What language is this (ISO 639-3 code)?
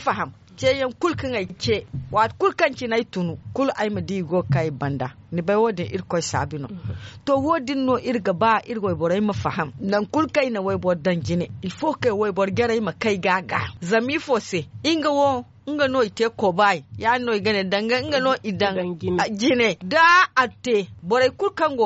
dje